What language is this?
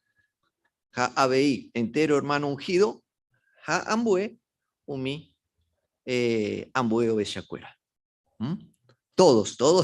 Guarani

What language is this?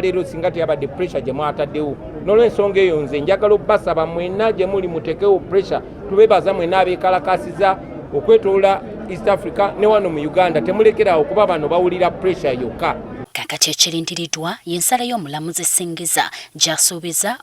Ganda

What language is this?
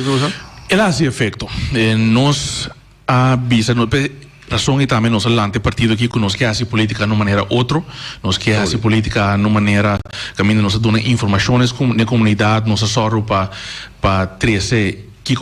Papiamento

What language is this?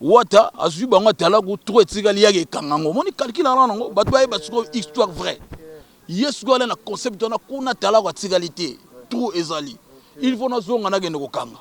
Lingala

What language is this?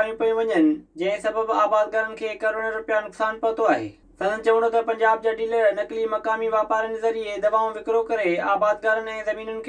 Sindhi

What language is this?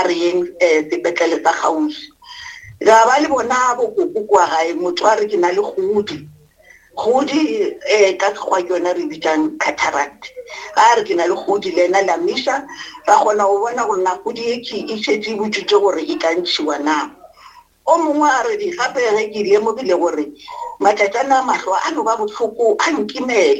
Northern Sotho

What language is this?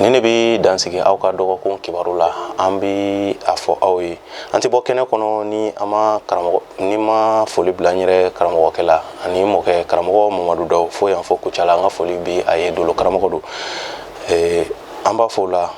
Bambara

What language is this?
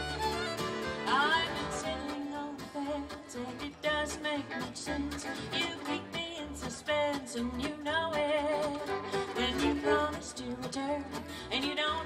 English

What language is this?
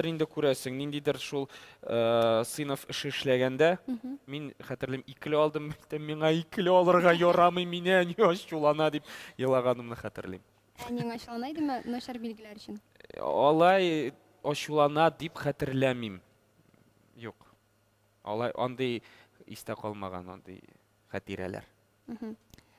Tatar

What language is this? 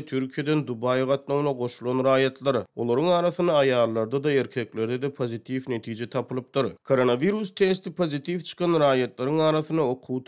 Turkmen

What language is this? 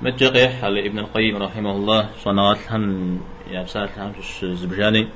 Kabardian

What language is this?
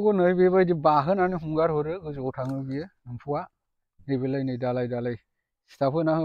Bodo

